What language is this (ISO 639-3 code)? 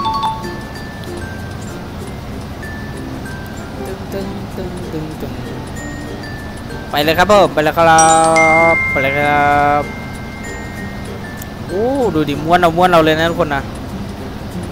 tha